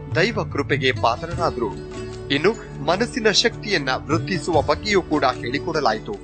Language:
Kannada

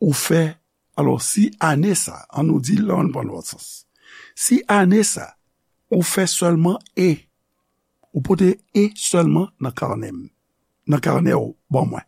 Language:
Haitian Creole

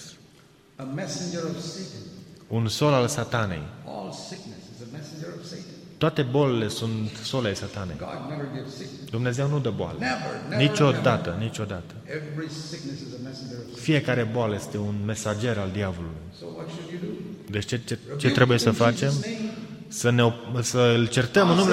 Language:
Romanian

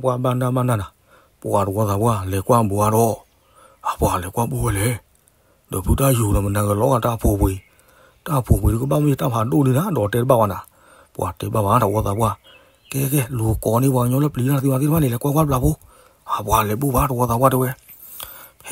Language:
S'gaw Karen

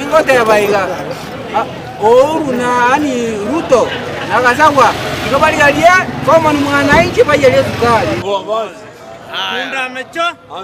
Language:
Gusii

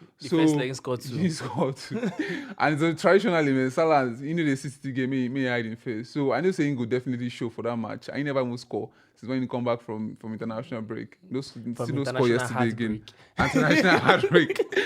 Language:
Nigerian Pidgin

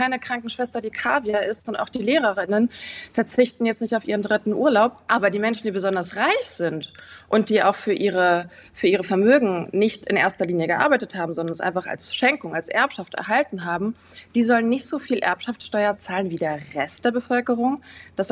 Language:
German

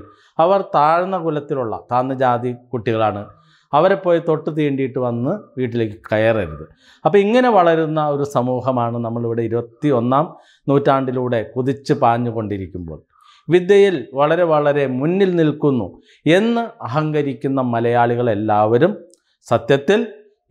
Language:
Malayalam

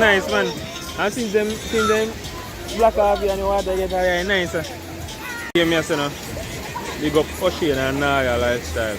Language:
Jamaican Creole English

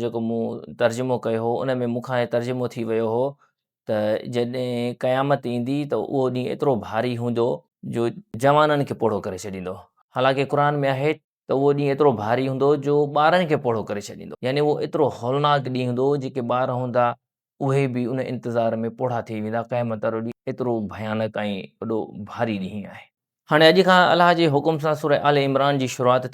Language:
Sindhi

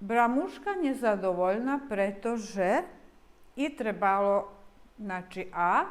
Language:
Rusyn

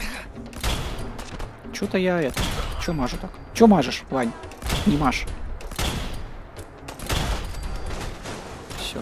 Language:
Russian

